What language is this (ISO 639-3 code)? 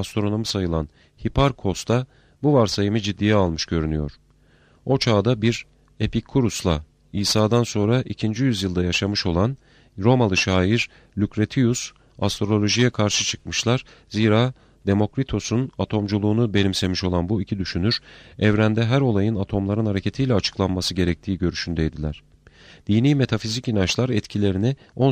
tur